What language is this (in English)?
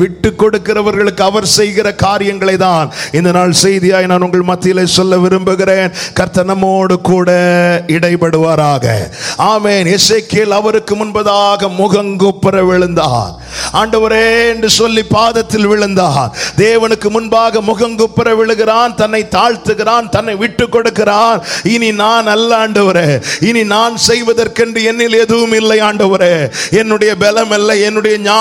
Tamil